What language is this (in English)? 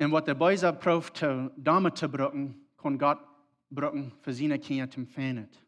Plautdietsch